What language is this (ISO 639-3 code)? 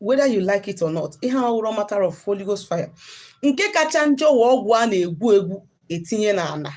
ibo